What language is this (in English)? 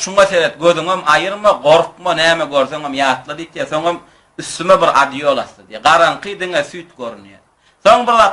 Turkmen